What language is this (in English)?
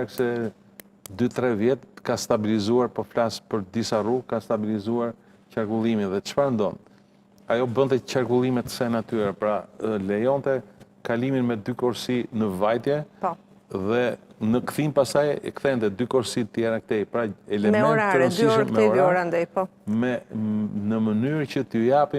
Albanian